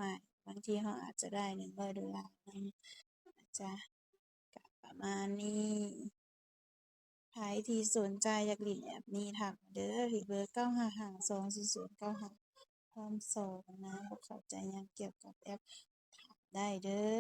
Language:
Lao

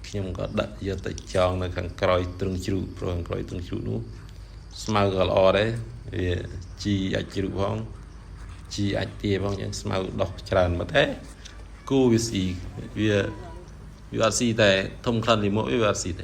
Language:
Khmer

